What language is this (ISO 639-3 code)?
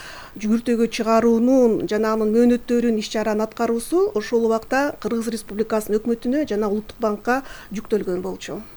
kir